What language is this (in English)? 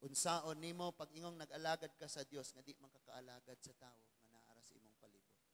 Cebuano